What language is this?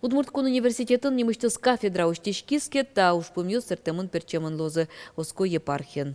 Udmurt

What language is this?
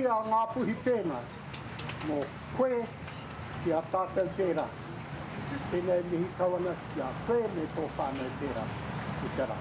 Māori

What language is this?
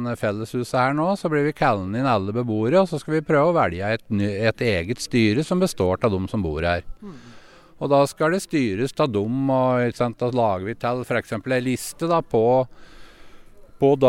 Norwegian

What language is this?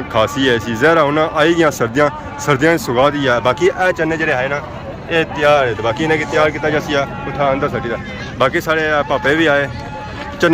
Pahari-Potwari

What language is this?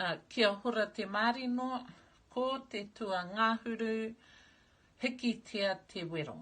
Māori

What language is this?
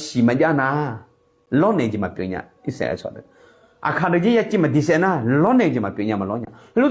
Akha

